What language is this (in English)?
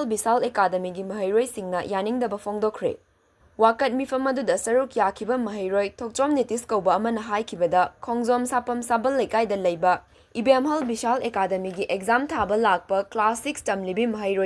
Manipuri